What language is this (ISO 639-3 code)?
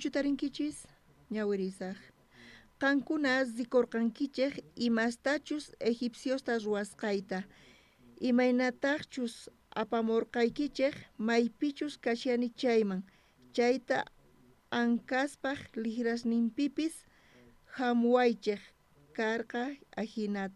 quh